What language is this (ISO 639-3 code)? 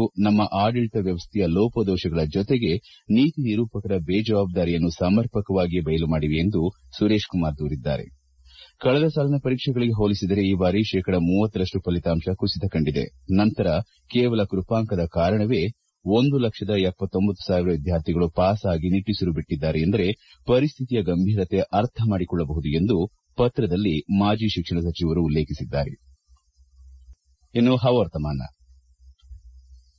kan